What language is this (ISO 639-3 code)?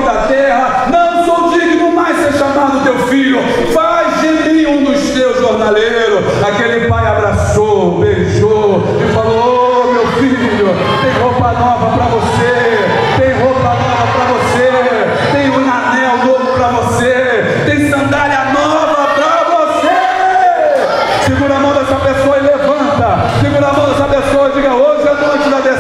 por